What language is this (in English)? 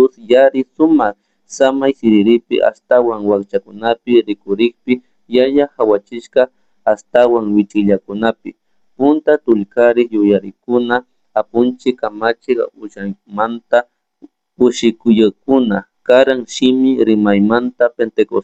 Chimborazo Highland Quichua